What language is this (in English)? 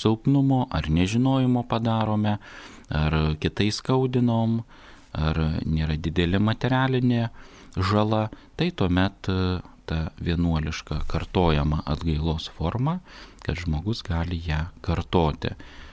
Lithuanian